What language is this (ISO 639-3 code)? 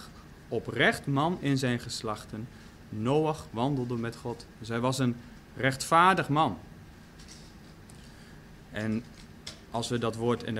nld